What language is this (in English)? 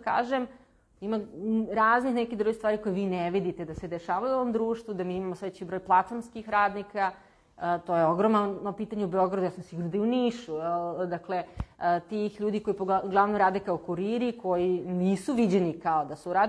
Serbian